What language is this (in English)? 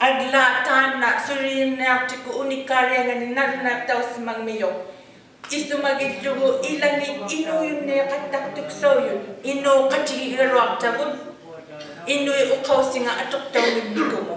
Inuktitut